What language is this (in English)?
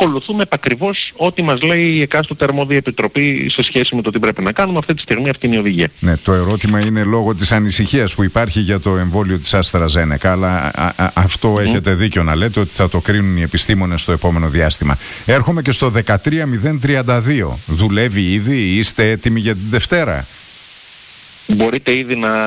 Greek